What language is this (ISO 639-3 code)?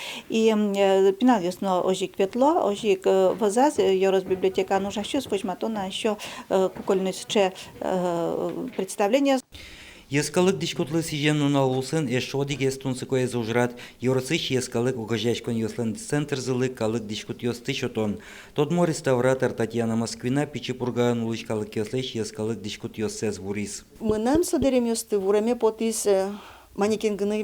udm